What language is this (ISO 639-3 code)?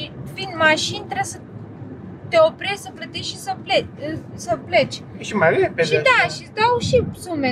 ron